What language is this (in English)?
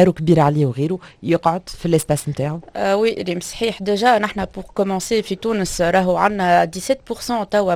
Tunisian Arabic